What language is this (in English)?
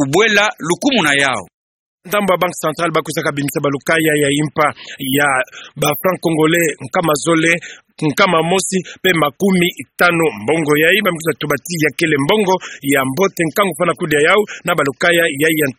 Kituba (Democratic Republic of Congo)